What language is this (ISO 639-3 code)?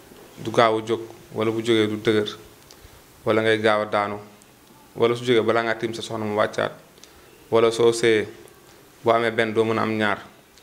wol